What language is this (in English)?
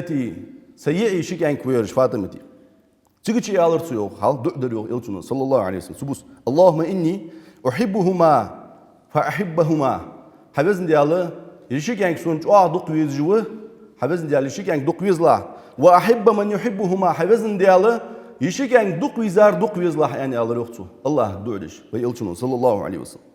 Ingush